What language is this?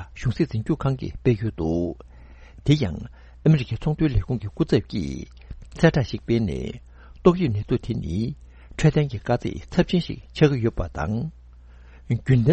Tibetan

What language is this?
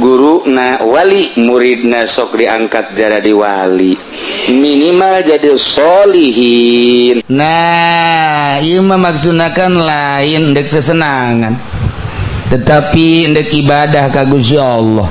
Sundanese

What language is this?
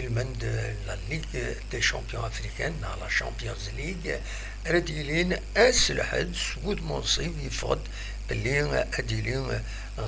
Kabyle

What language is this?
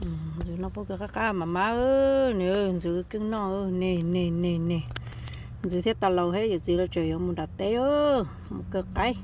Hmong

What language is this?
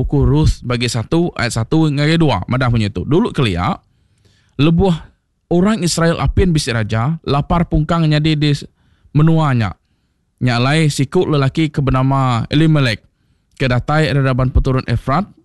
Iban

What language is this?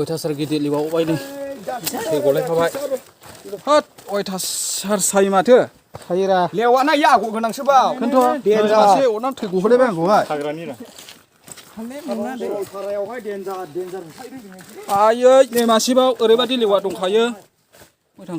Bodo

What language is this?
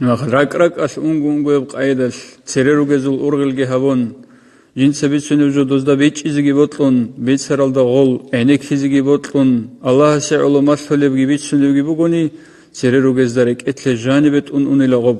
Avaric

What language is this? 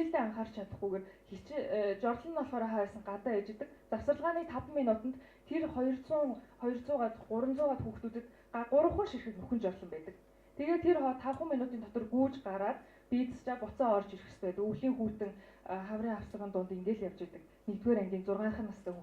Mongolian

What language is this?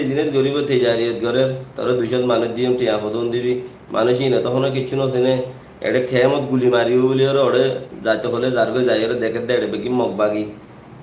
Rohingya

